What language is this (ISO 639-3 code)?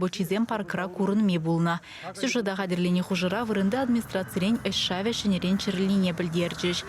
chv